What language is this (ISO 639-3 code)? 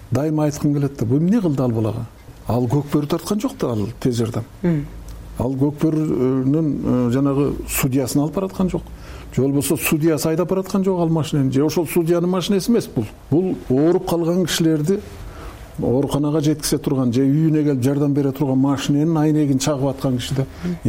kir